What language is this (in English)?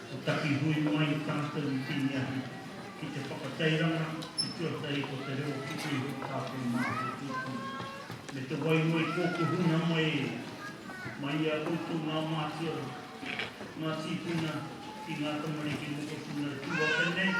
Māori